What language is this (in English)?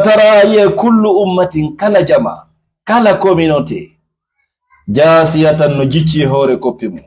Fula